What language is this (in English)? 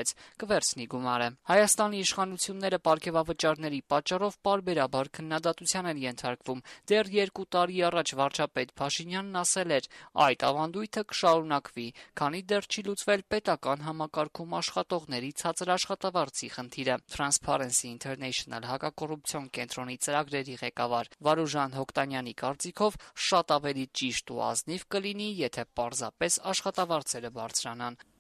Armenian